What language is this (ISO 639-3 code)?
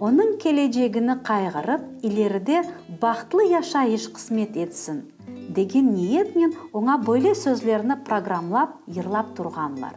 crh